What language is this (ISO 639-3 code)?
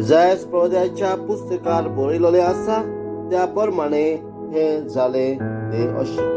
kok